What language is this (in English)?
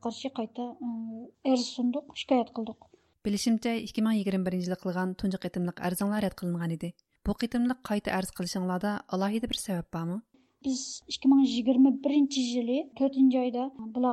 Uyghur